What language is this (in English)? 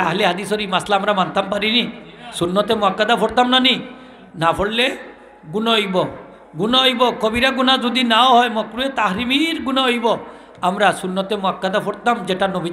Sylheti